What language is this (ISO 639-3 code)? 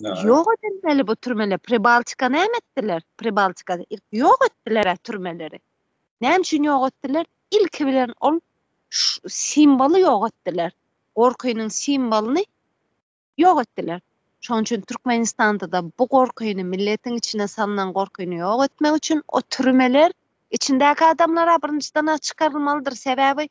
tuk